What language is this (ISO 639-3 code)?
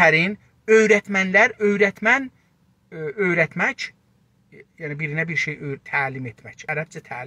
azb